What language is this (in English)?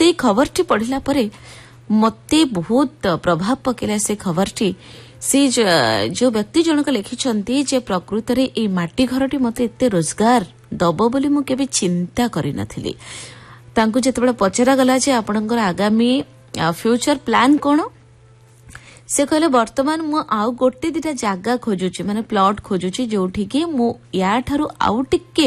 Odia